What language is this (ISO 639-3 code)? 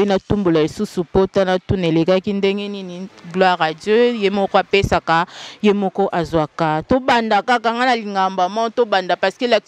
lin